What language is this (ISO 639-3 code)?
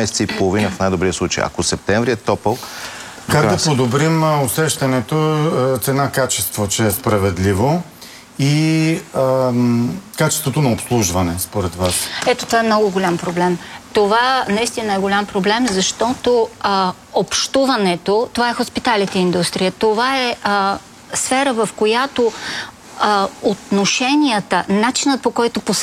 bul